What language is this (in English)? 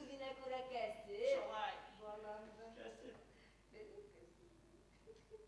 Bashkir